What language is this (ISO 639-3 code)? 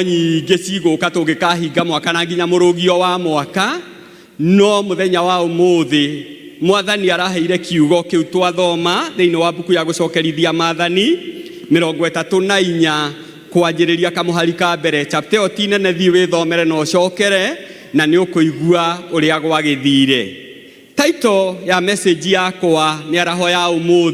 kik